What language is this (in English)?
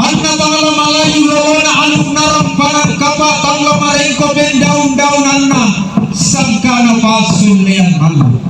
Toraja-Sa'dan